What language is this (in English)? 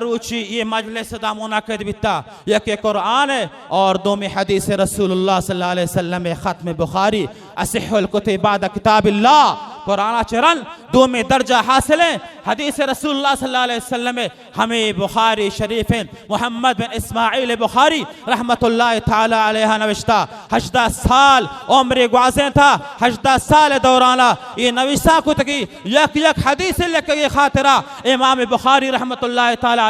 Baluchi